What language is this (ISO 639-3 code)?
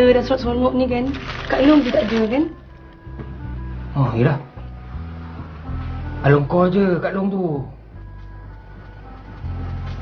msa